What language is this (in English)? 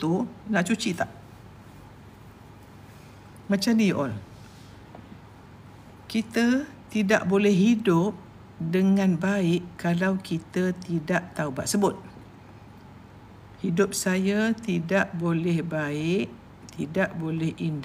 Malay